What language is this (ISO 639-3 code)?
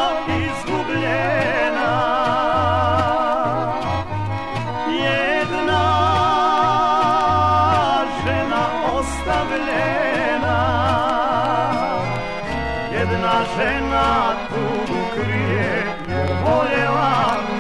hrv